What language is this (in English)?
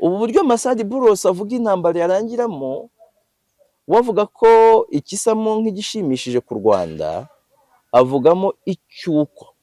Kinyarwanda